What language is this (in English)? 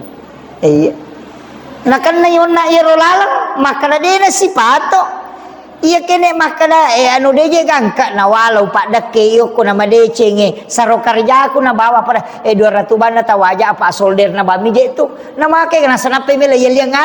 Buginese